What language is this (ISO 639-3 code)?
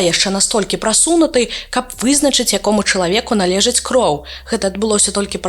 bel